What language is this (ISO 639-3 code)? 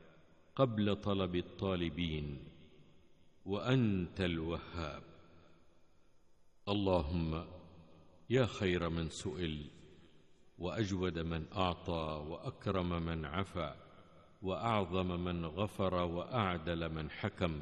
ara